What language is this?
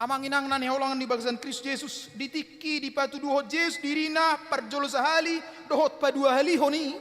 Batak Toba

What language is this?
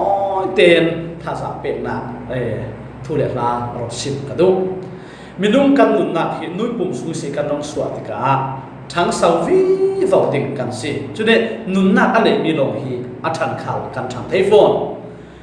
Falam Chin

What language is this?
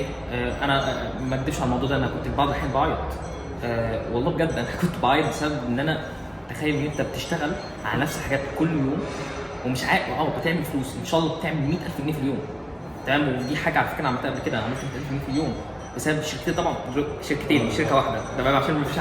Egyptian Arabic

